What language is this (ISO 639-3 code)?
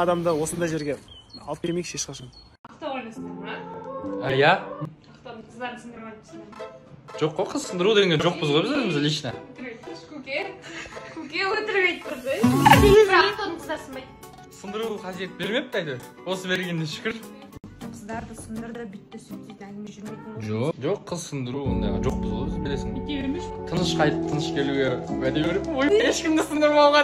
kaz